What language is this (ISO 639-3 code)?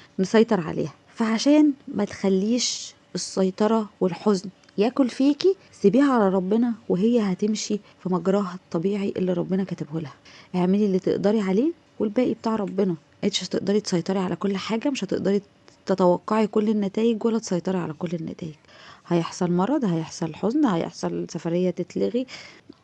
arz